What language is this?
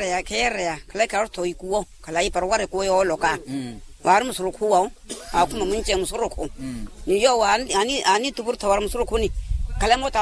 Makhuwa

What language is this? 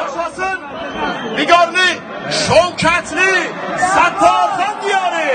South Azerbaijani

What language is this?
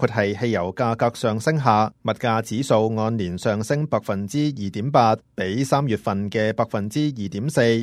Cantonese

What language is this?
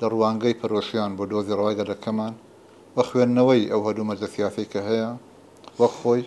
Central Kurdish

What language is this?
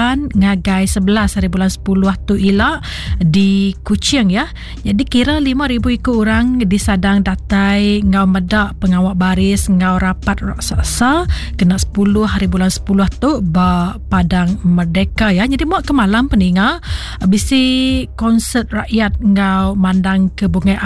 Iban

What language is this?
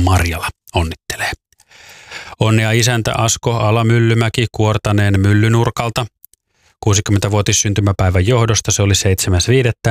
Finnish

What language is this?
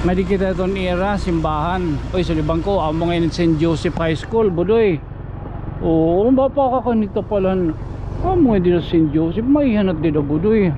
Waray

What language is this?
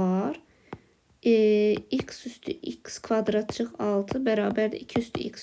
Azerbaijani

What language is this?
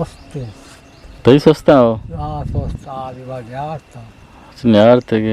Eastern Balochi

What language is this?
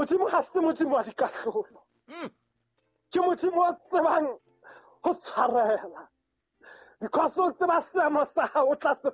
Southern Sotho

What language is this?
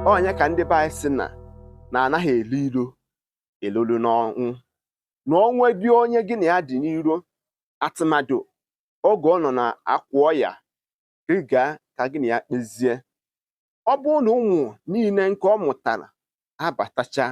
Igbo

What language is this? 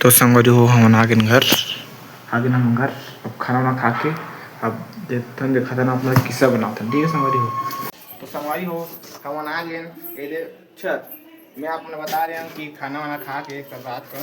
Chhattisgarhi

